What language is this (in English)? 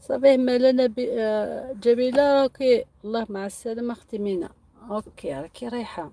Algerian Arabic